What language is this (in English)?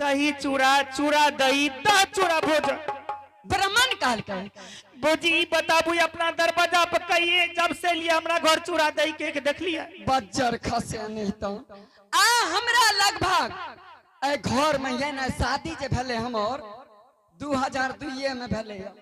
Angika